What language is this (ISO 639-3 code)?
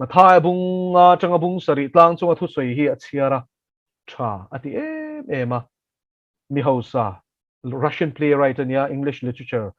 lus